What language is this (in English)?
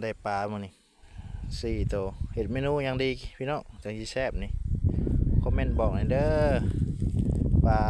Lao